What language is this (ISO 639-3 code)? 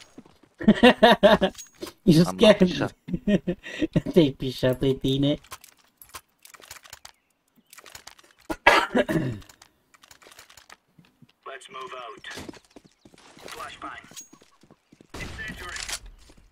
ron